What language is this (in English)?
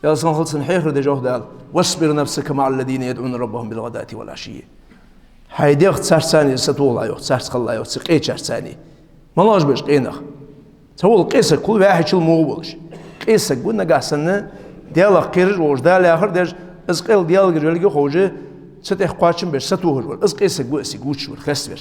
Ingush